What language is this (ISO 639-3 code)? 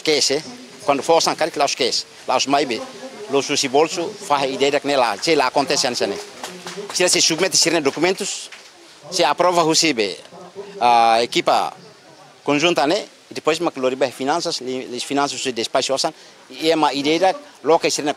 tet